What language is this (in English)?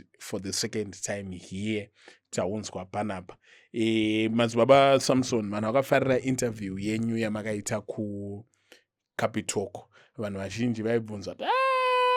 Shona